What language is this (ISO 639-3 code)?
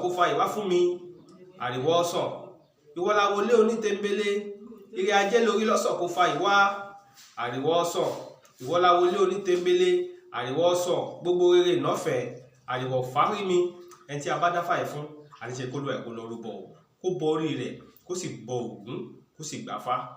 yor